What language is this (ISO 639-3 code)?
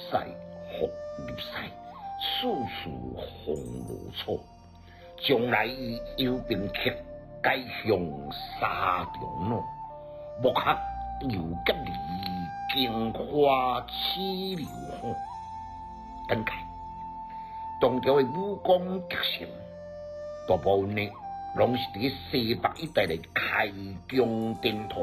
nan